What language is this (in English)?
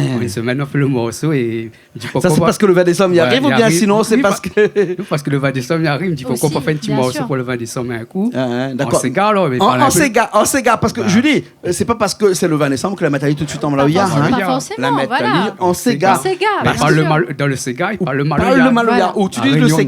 Réunion Creole French